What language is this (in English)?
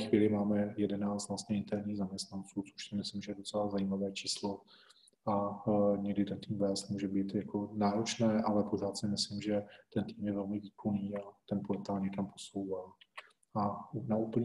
Czech